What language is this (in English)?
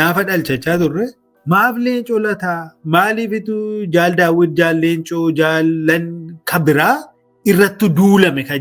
Oromo